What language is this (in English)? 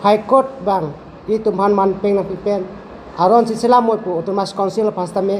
Karbi